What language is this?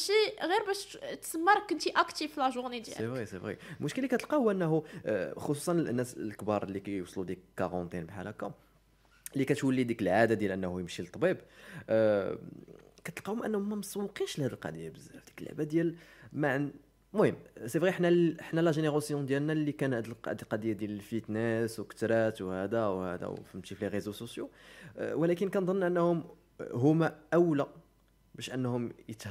Moroccan Arabic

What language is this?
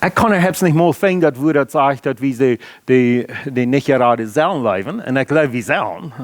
Plautdietsch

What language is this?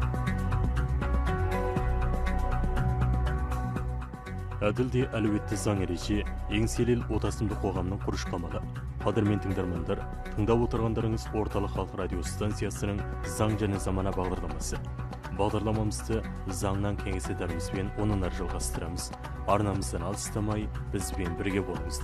Kazakh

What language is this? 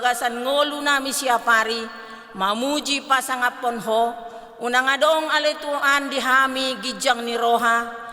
Batak Toba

